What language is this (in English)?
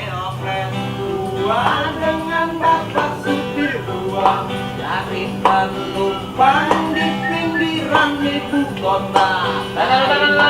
Betawi